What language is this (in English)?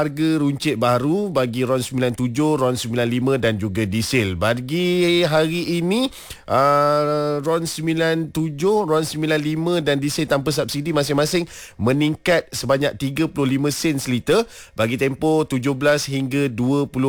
Malay